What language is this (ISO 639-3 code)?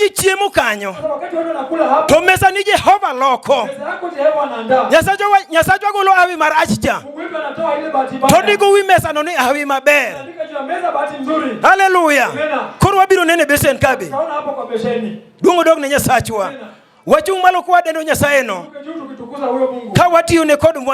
luo